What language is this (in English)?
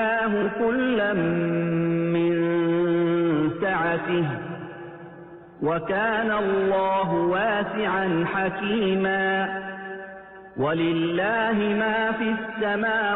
Arabic